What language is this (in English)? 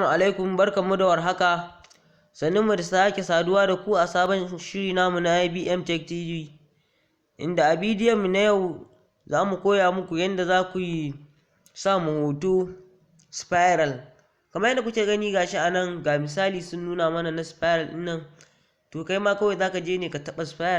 Hausa